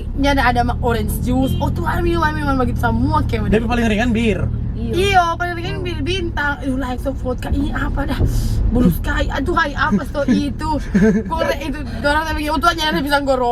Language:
Manado Malay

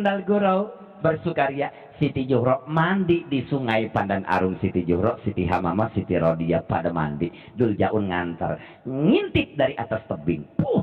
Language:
Betawi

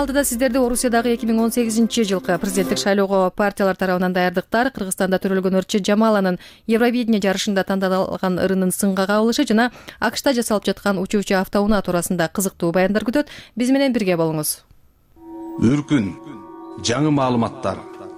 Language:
Kyrgyz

